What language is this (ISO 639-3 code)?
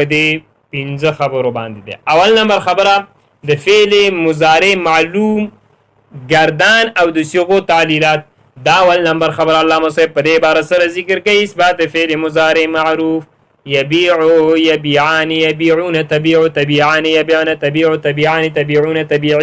pus